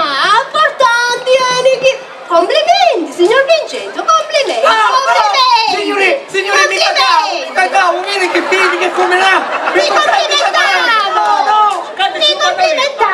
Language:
Sicilian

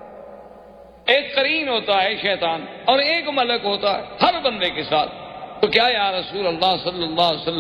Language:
Urdu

